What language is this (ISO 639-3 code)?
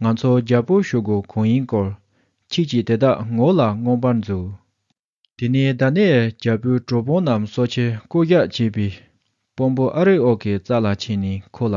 bod